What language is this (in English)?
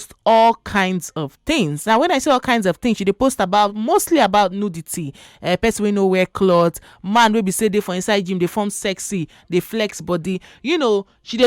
Nigerian Pidgin